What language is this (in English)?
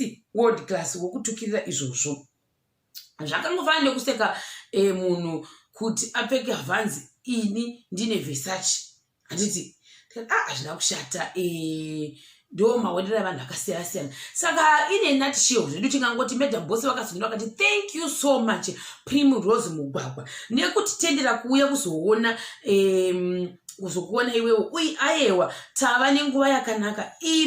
Shona